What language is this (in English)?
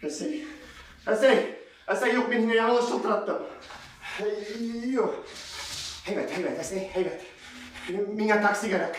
Bashkir